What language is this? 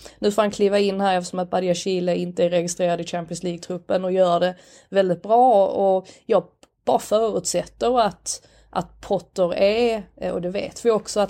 Swedish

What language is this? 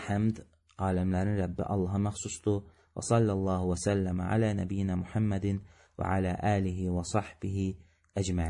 Azerbaijani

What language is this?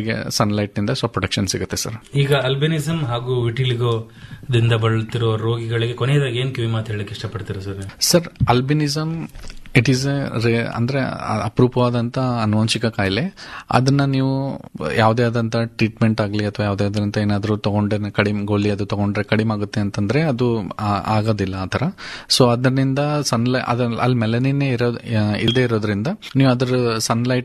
Kannada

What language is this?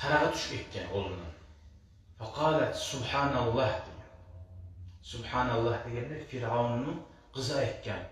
Kumyk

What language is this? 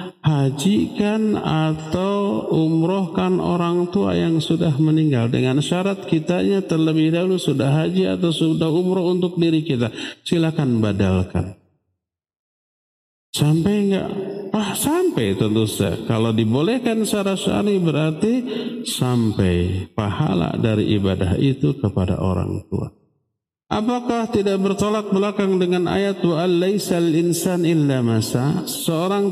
Indonesian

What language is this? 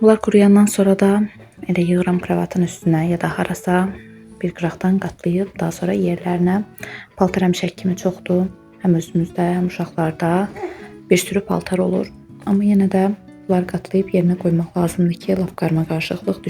Azerbaijani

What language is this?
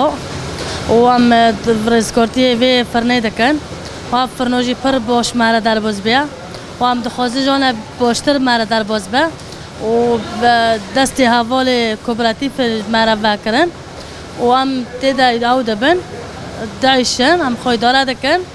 Kurdish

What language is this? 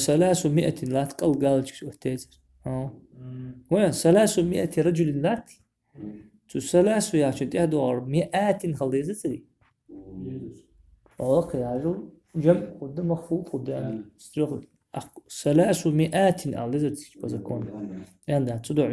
Ingush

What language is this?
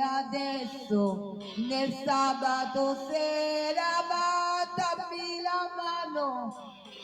Neapolitan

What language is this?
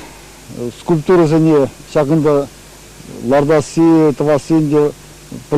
Chuvash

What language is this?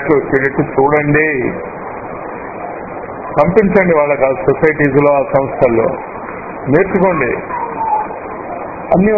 Telugu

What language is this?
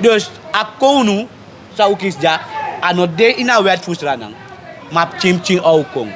Sranan Tongo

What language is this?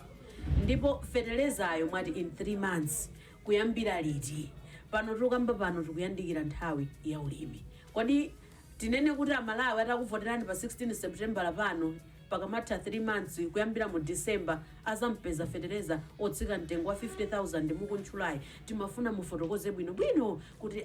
Nyanja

